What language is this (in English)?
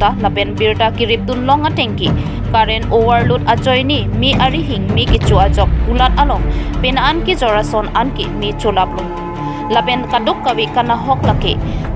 Karbi